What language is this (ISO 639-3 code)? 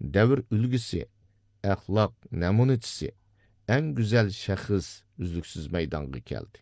uig